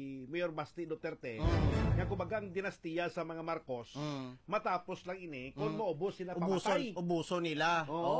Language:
Hiligaynon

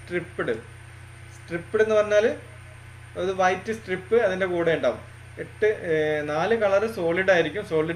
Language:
Malayalam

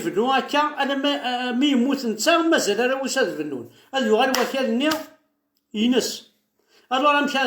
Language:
Kabyle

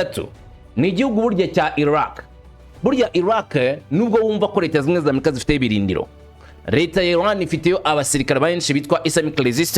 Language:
Kinyarwanda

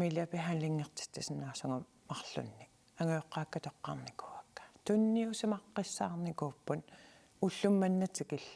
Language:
Kalaallisut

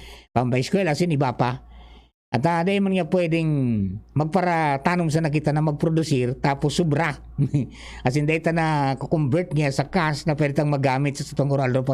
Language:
Bikol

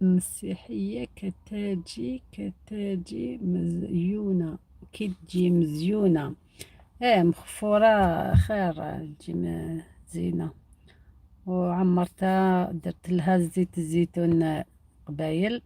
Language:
Algerian Arabic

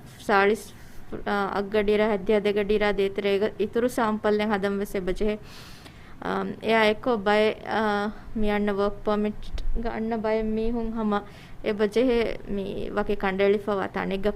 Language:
Divehi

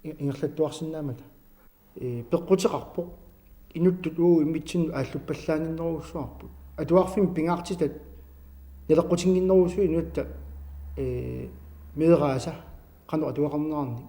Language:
Kalaallisut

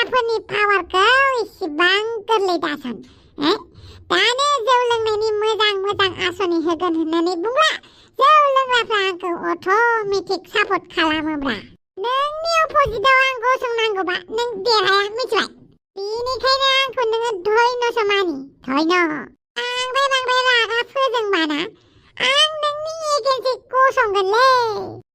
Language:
Bodo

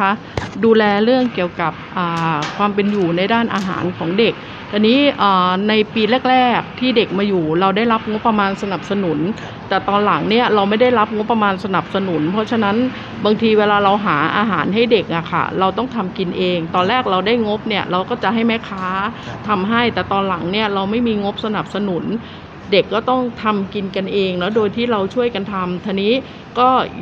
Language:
Thai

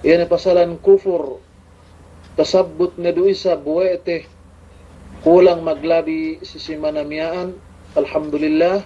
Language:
Yakan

